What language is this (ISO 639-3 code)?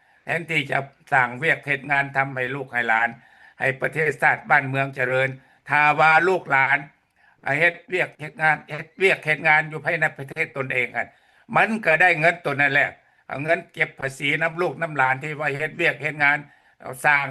lao